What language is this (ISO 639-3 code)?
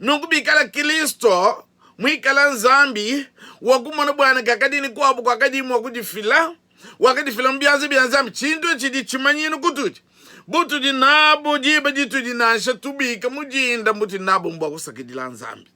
lua